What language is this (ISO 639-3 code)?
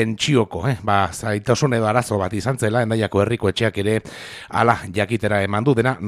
eus